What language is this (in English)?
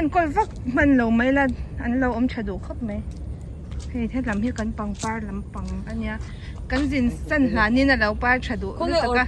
Mizo